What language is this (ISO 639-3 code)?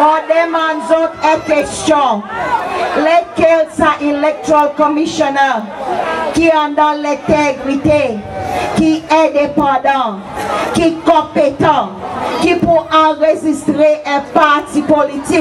crs